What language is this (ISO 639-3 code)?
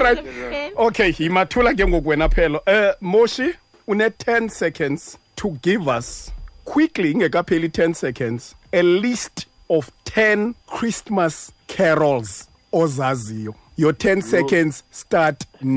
xho